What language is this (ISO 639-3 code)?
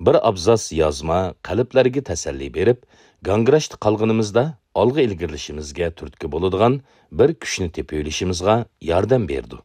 uig